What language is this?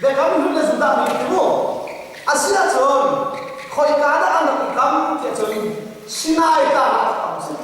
Hakha Chin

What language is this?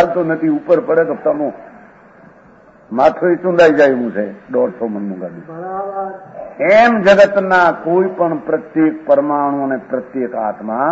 Gujarati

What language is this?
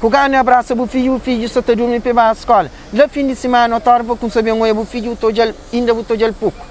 Kabuverdianu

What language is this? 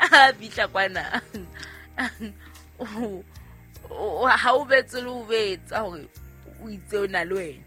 Southern Sotho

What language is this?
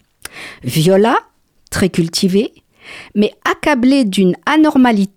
French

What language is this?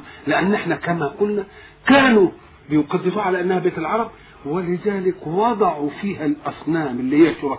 Egyptian Arabic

